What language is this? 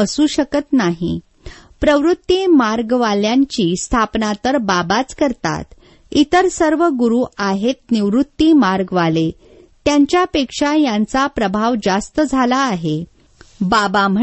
Marathi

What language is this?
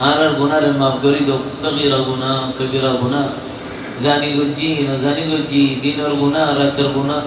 Rohingya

